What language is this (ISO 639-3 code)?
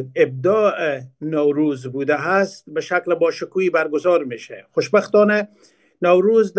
fas